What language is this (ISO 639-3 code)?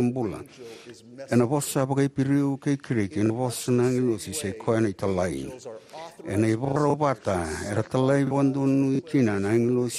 fij